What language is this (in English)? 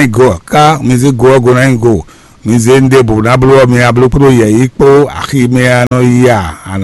Fon